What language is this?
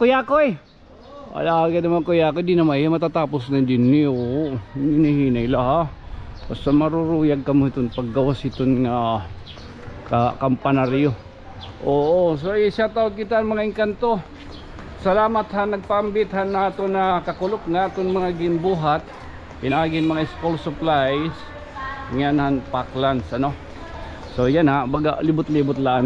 Waray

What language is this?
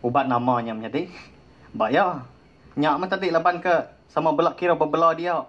Iban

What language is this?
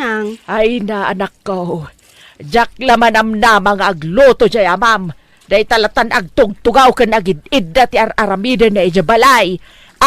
Iloko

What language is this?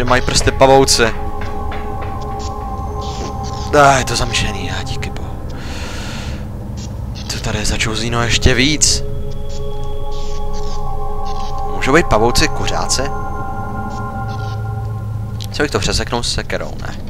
Czech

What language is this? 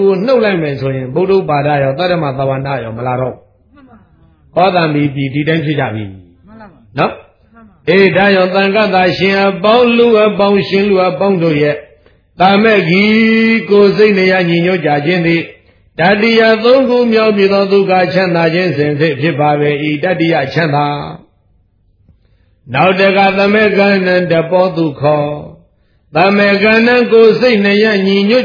Burmese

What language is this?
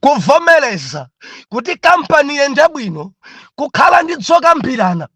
Nyanja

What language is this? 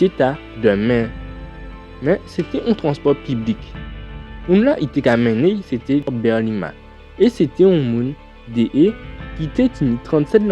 Guadeloupean Creole French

